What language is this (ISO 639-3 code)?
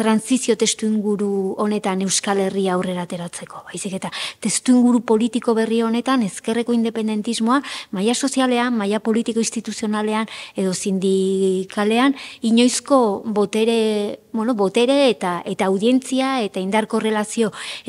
eus